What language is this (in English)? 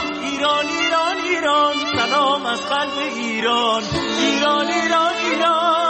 Persian